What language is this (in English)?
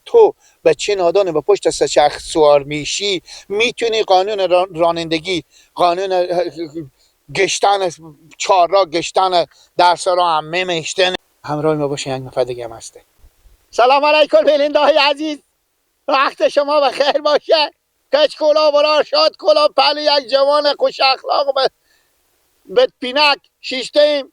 Persian